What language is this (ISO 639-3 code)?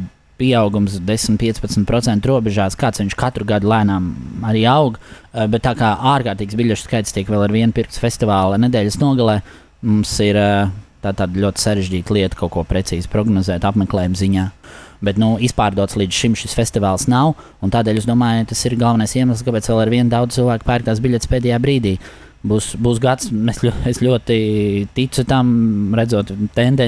lav